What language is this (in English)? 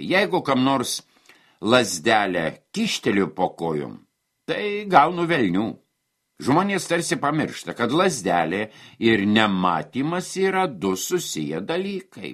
Lithuanian